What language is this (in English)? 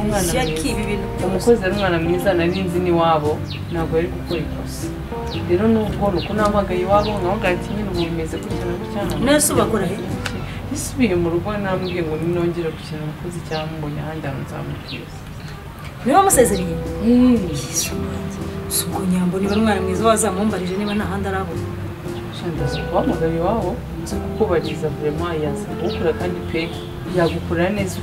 Kinyarwanda